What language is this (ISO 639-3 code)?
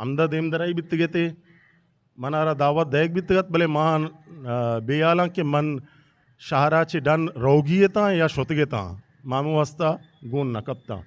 bgp